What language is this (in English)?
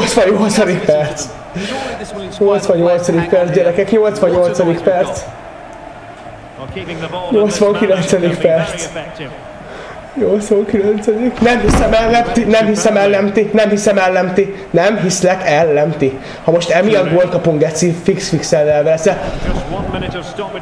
Hungarian